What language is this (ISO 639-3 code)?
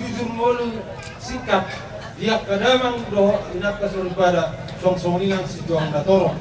bbc